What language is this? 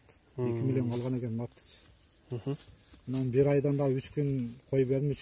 Kyrgyz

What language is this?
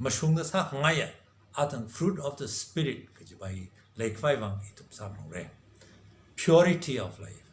Tangkhul Naga (India)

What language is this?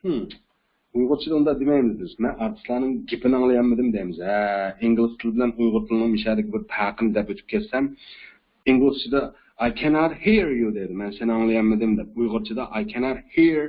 Uyghur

